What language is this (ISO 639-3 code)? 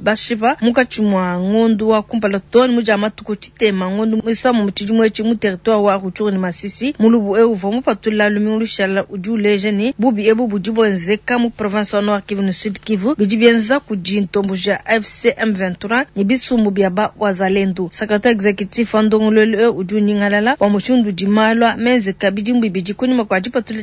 lua